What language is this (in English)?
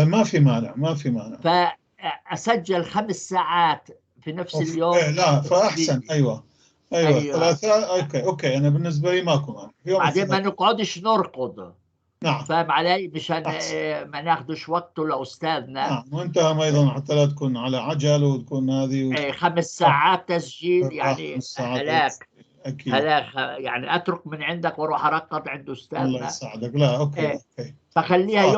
North Levantine Arabic